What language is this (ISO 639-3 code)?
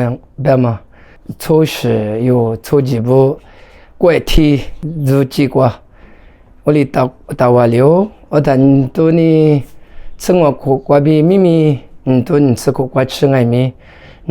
lis